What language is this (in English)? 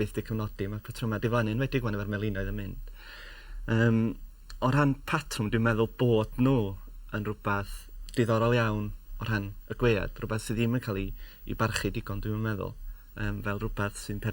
Welsh